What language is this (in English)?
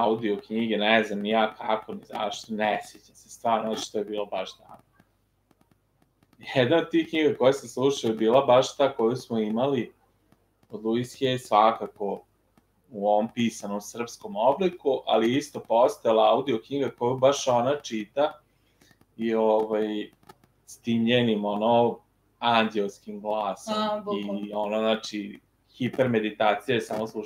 Serbian